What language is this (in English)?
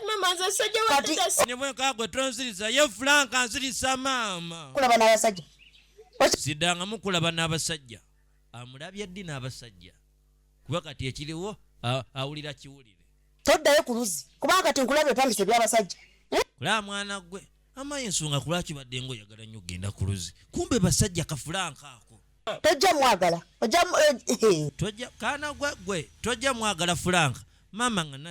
Ganda